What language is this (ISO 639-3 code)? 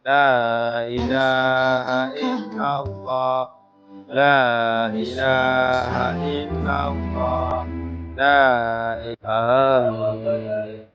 ace